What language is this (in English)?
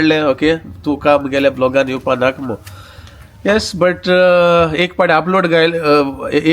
Konkani